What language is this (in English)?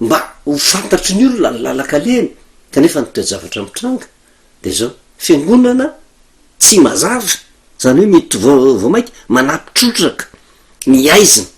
Malagasy